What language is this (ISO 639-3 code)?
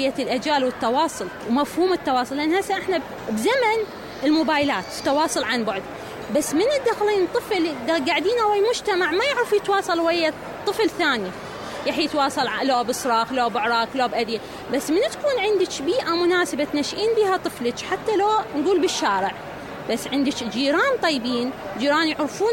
acm